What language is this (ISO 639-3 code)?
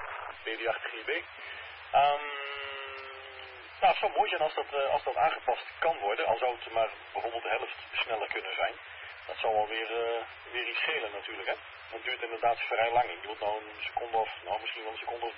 nld